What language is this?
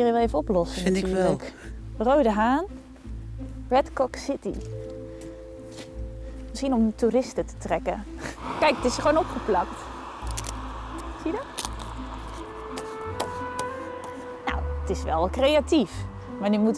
Dutch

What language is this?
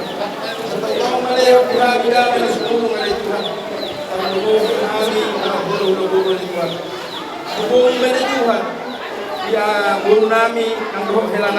Batak Toba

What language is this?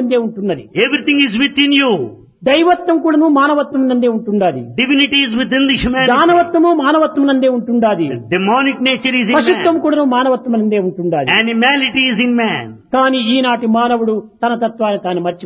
Telugu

